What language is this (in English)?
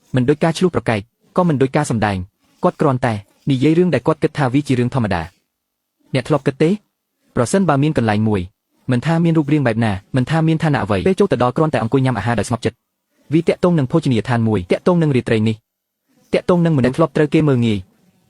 Khmer